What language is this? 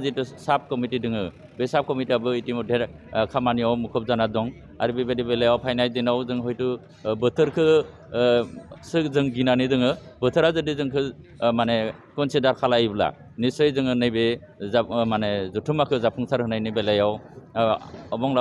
Bodo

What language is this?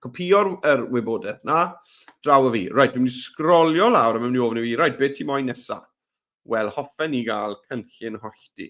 Welsh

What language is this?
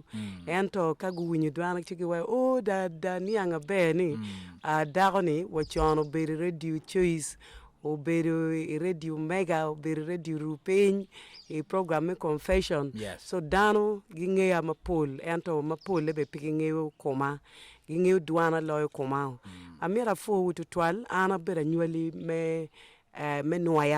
Acoli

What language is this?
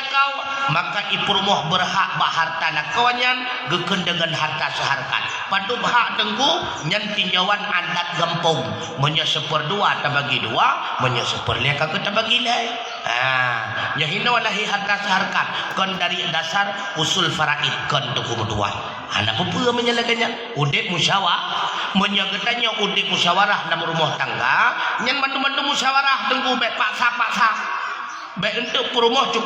Achinese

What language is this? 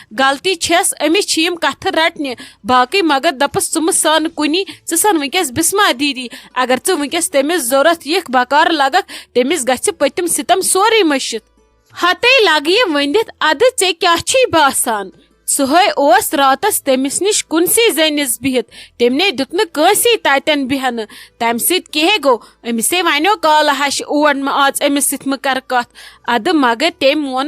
Kashmiri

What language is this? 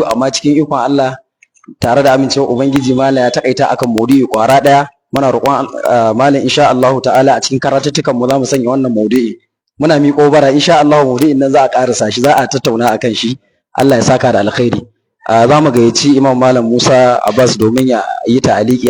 Hausa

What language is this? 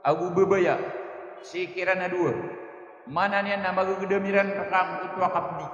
Maranao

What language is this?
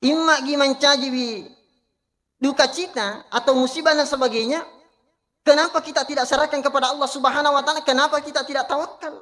Buginese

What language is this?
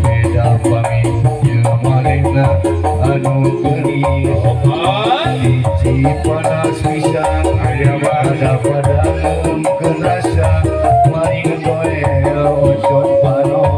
Sundanese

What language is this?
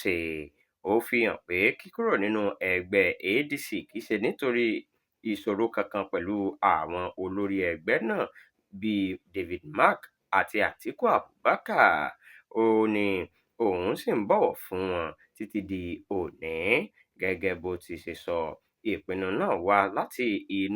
Yoruba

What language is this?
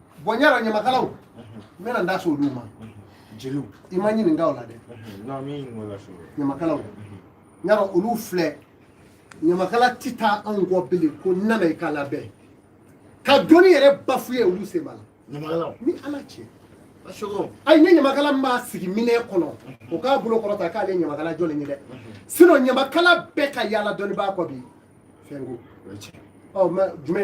Bambara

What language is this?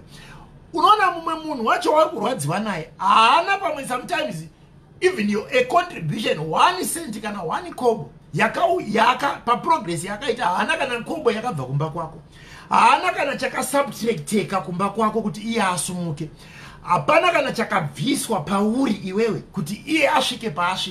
Shona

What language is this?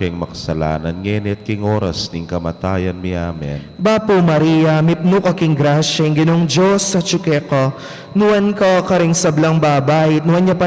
Pampanga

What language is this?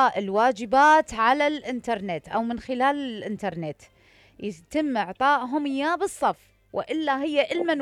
Mesopotamian Arabic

